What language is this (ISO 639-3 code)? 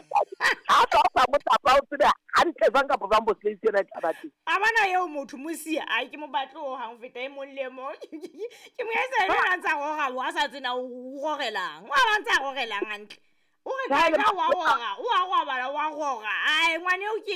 sot